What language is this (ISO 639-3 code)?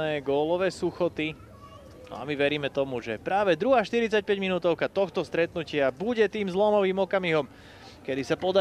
slk